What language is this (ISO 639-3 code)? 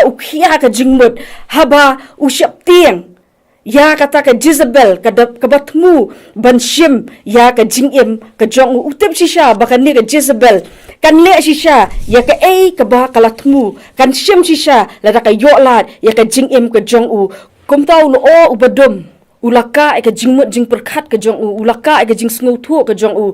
kha